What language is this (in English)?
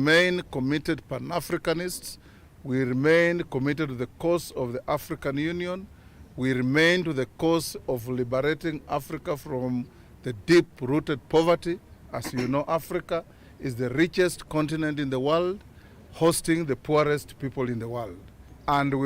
Kamba